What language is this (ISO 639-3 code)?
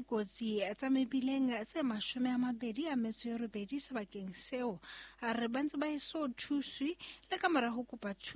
sot